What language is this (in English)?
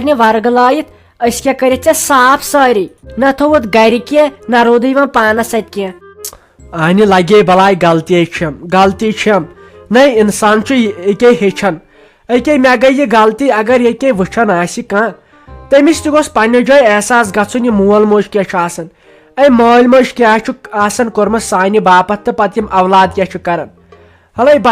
Kashmiri